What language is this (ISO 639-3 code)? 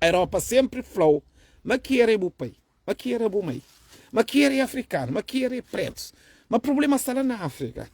kea